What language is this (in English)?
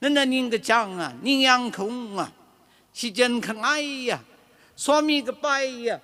Tangkhul Naga (India)